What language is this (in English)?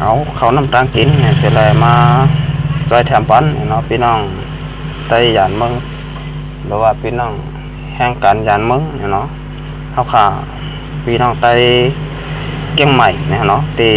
Shan